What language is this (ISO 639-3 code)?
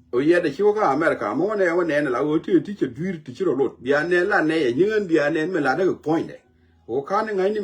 nus